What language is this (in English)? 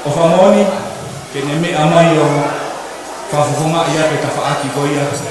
Tongan